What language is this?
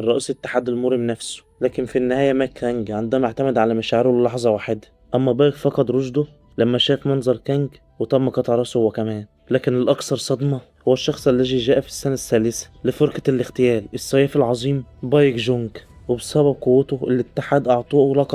Egyptian Arabic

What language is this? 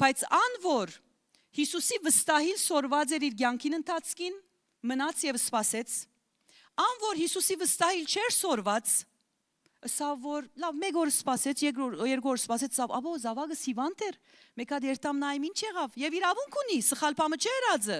Western Armenian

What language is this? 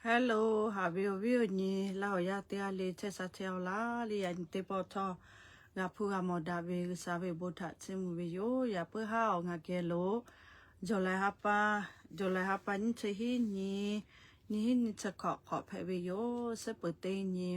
Lahu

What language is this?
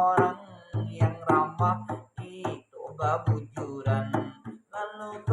Banjar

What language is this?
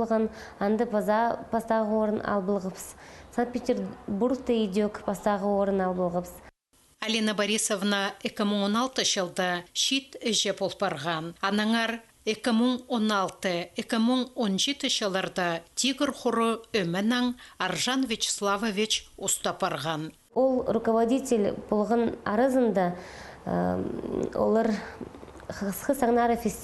Khakas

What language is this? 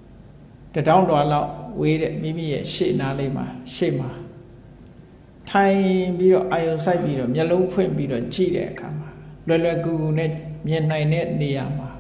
Burmese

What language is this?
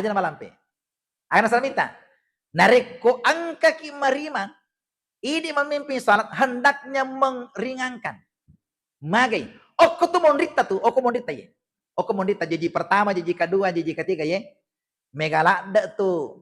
Buginese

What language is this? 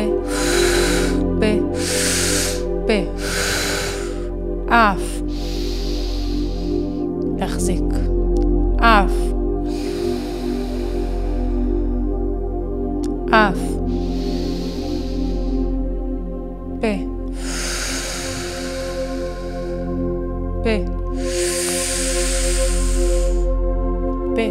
Hebrew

